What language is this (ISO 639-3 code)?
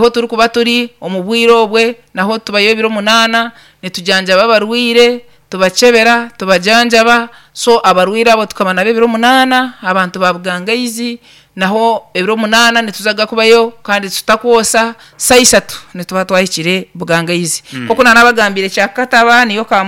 nyn